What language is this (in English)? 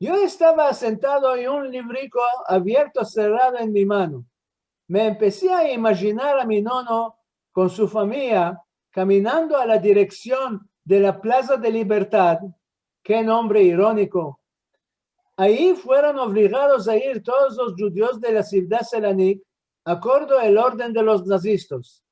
Ladino